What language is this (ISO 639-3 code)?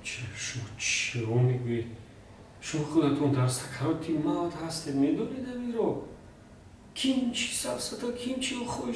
tgk